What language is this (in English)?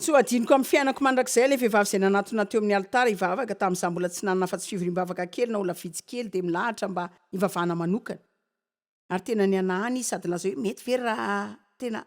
Malagasy